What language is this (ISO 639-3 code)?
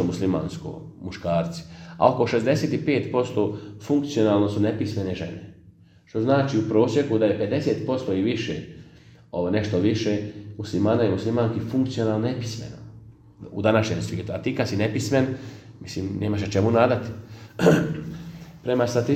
bos